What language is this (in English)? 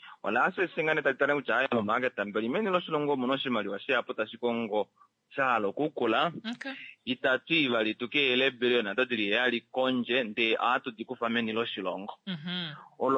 Kuanyama